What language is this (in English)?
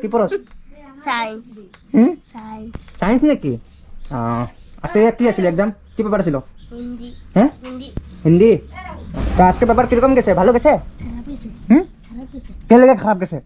Sylheti